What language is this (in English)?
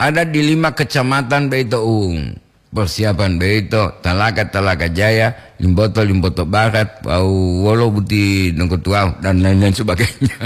Gorontalo